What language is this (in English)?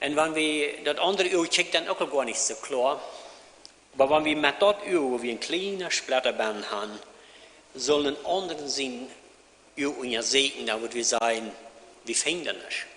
Plautdietsch